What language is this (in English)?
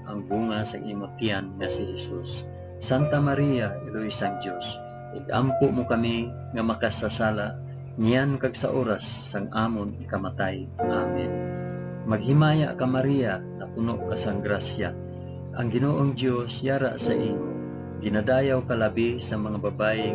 Hiligaynon